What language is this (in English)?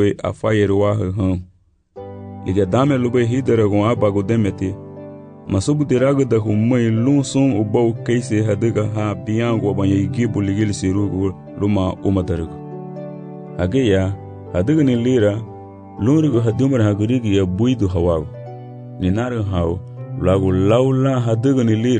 Garifuna